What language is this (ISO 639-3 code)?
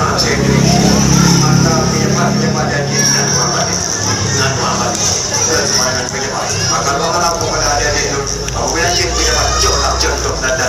ace